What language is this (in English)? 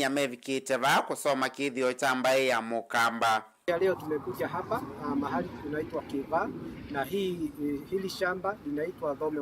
Kamba